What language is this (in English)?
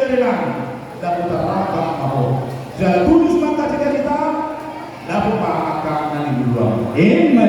Batak Toba